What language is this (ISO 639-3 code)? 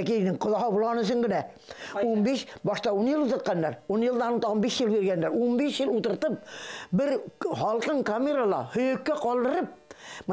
bak